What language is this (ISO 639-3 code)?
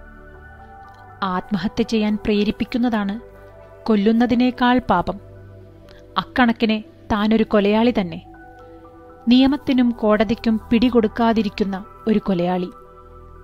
mal